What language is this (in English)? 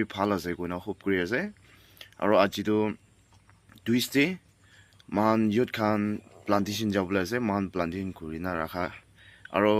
Naga Pidgin